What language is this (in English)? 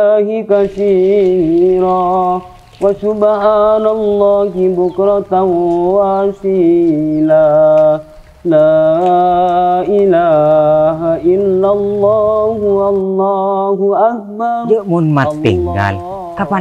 Madurese